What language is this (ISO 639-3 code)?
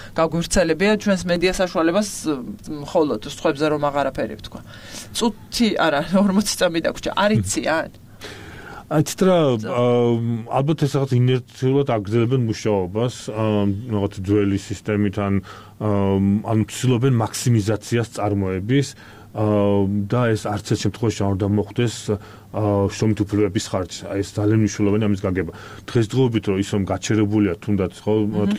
kat